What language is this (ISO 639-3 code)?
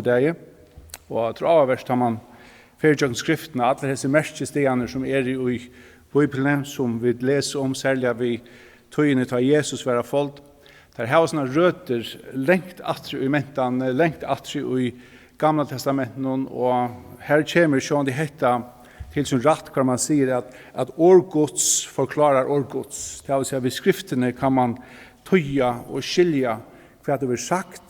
fao